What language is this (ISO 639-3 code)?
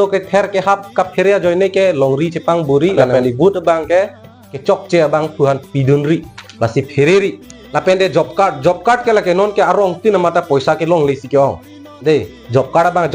mjw